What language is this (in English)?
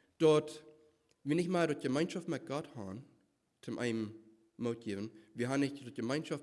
Plautdietsch